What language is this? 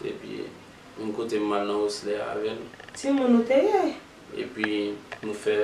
Haitian Creole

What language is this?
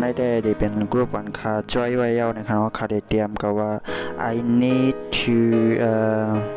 Shan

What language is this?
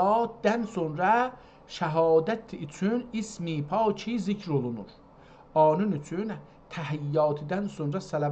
South Azerbaijani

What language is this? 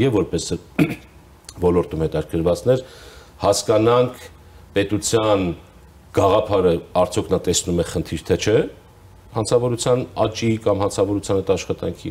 Armenian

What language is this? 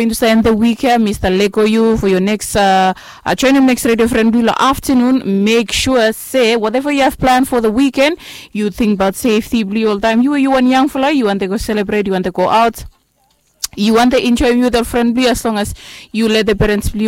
Bislama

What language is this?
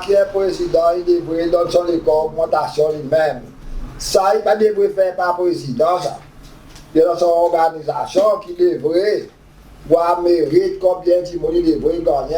Seselwa Creole French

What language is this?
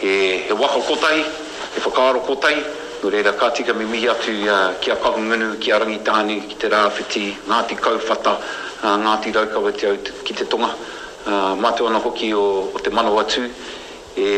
Māori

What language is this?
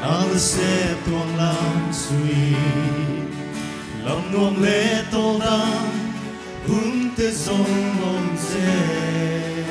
Paite Chin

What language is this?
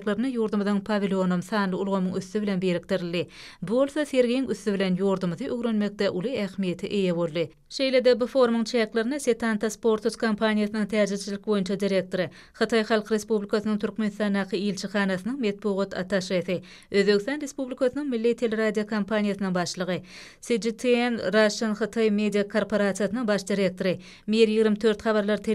Turkmen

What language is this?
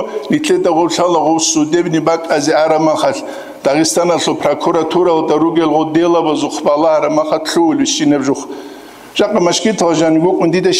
Avaric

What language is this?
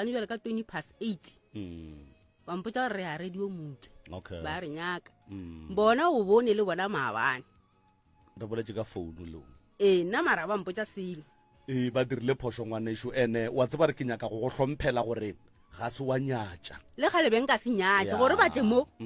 Northern Sotho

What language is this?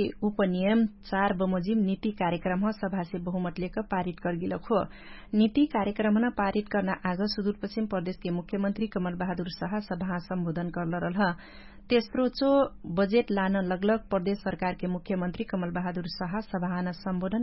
Dangaura Tharu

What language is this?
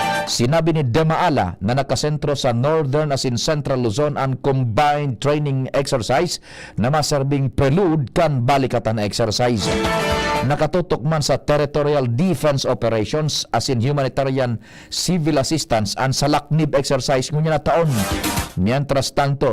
Bikol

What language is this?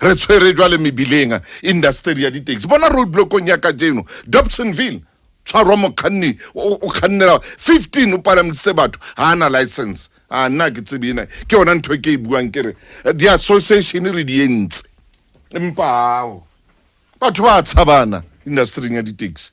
Southern Sotho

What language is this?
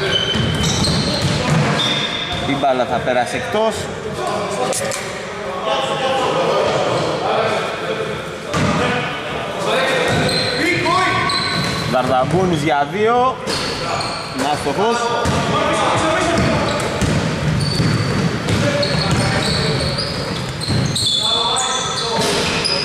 Greek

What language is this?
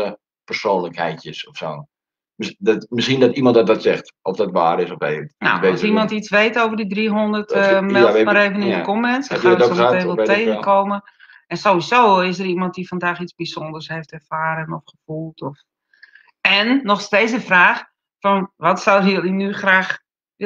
Dutch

